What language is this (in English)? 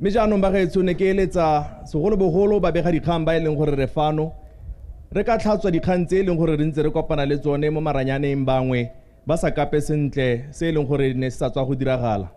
Tswana